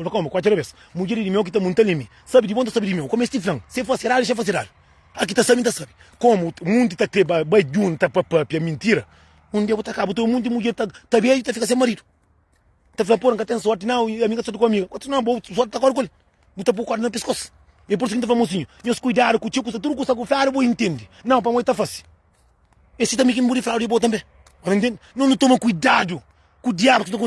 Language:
Kabuverdianu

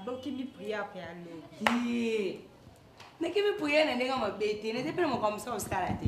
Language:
Lingala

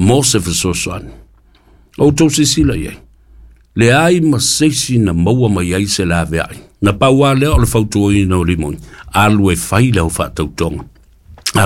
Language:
Samoan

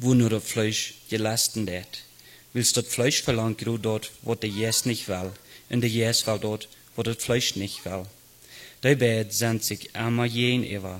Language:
Plautdietsch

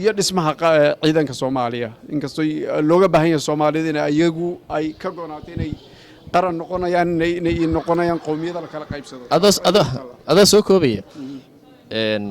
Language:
Somali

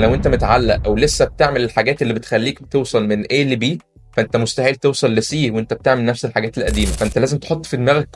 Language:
Egyptian Arabic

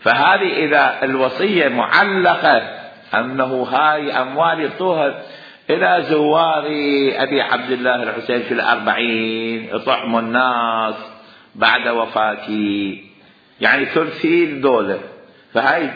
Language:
Mesopotamian Arabic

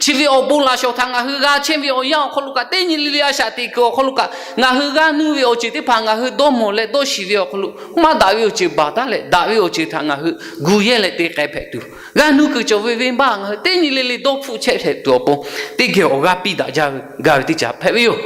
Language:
Lahu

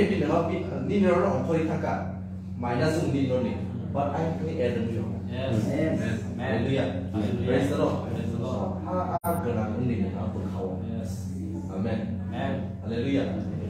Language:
Kok Borok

